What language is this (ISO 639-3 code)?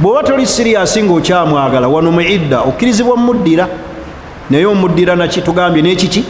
lug